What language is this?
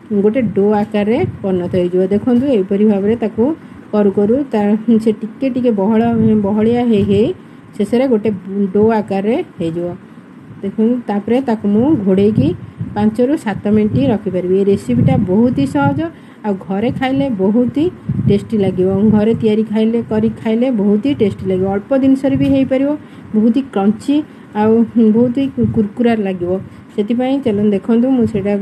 Odia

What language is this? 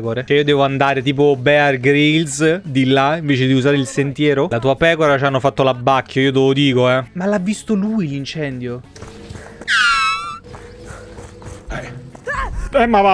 Italian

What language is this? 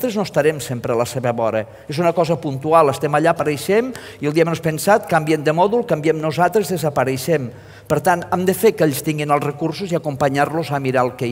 Catalan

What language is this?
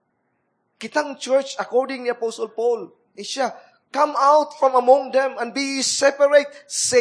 Cebuano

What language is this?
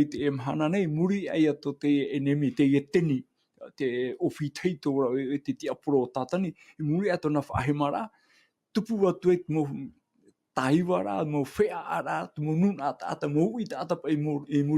Tahitian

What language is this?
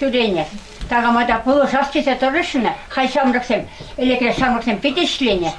Chuvash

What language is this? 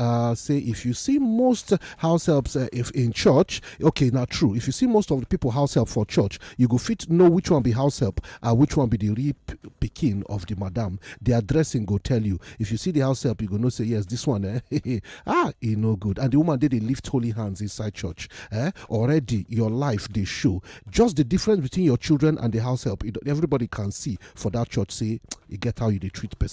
Nigerian Pidgin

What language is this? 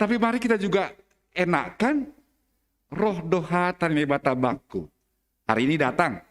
Batak Simalungun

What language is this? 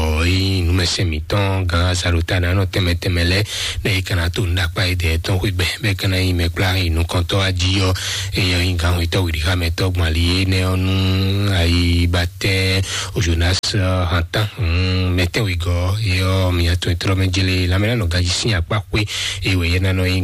Fon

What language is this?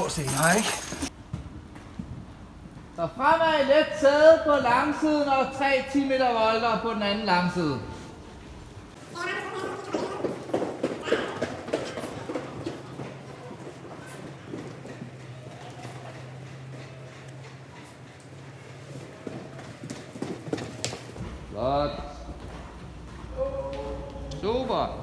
Danish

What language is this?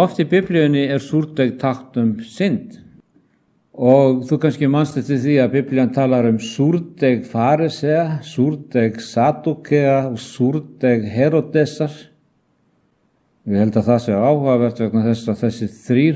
Icelandic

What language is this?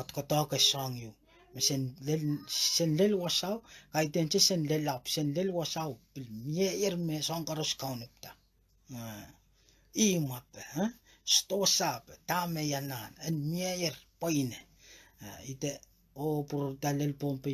Pohnpeian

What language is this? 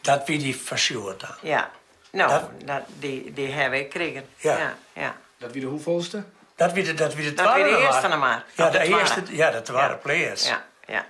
Western Frisian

